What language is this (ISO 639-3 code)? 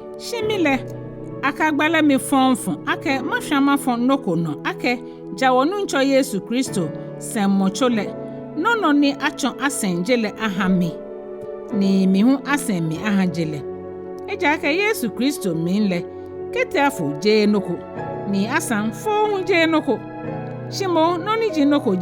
gaa